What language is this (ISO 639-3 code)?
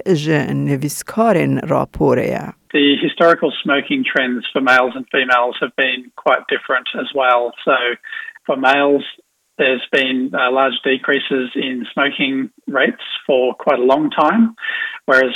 kur